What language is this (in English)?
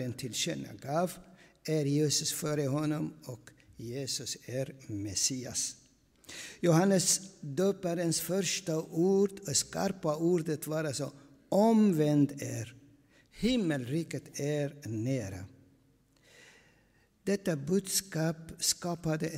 Swedish